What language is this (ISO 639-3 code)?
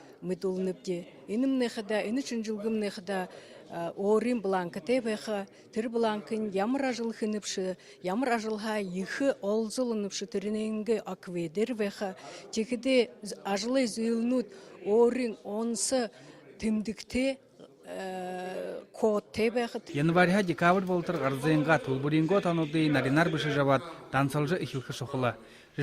bua